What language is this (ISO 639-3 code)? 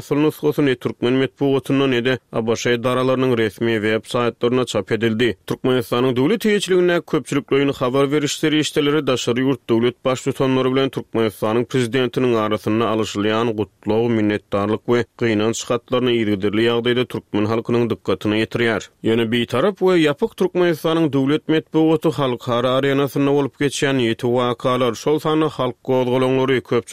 tuk